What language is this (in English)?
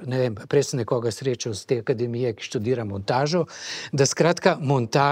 Slovenian